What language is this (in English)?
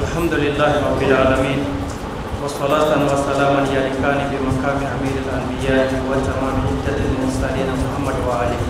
Bambara